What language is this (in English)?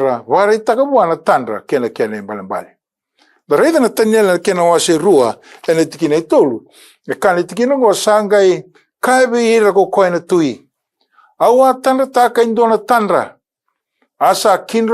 Fijian